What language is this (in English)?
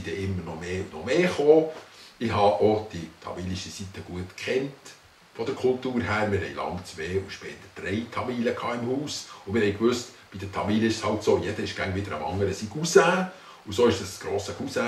Swiss German